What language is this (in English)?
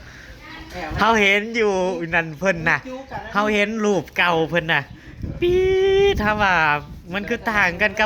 Northeastern Thai